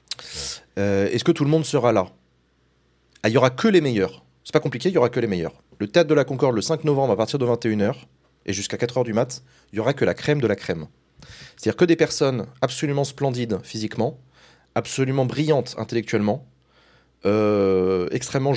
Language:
French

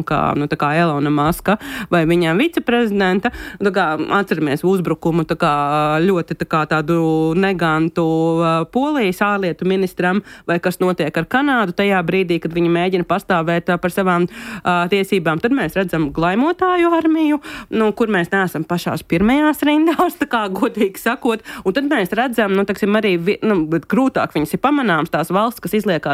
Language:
Latvian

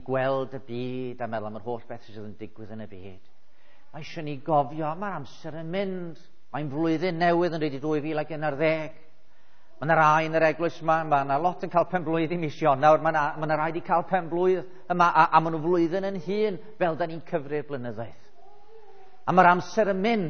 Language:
Welsh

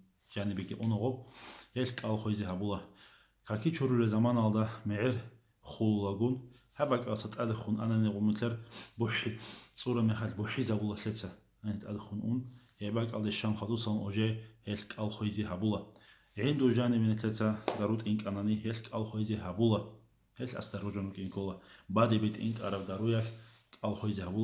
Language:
Avaric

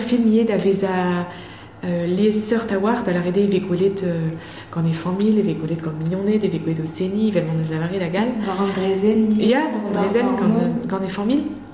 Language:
Breton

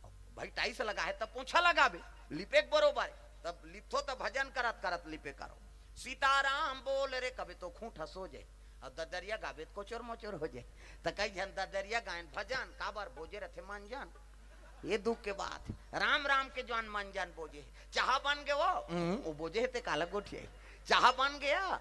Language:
Chhattisgarhi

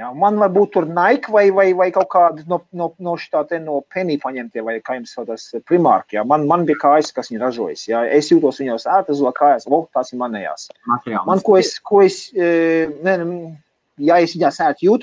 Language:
Latvian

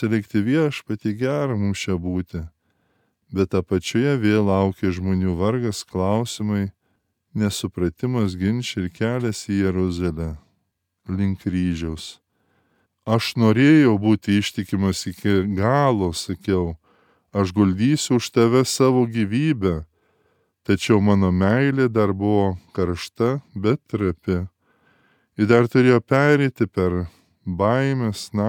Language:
Lithuanian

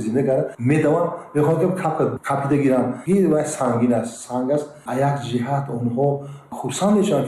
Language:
Tajik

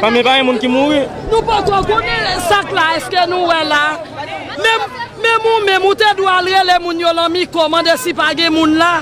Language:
Haitian Creole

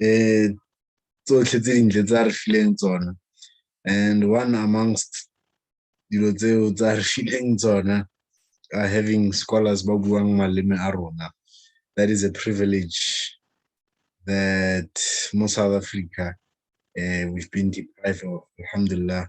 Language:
Southern Sotho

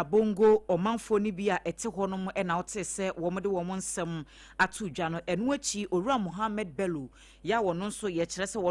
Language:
Akan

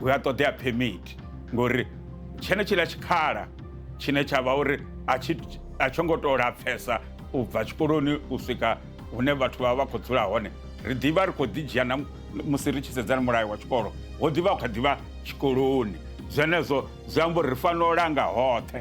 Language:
Venda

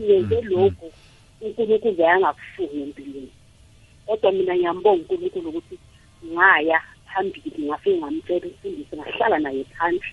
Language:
South Ndebele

